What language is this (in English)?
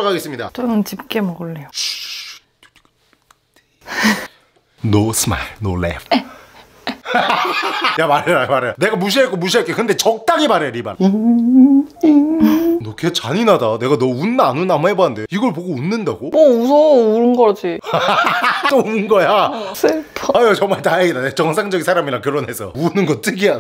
Korean